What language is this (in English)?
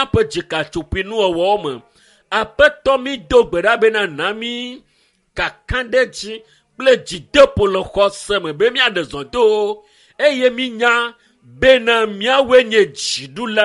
Ewe